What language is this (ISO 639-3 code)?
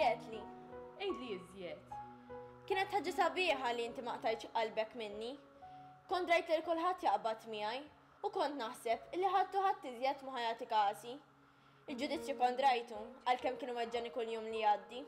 mlt